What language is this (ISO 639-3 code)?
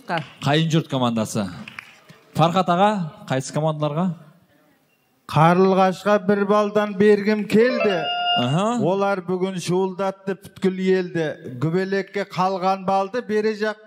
kaz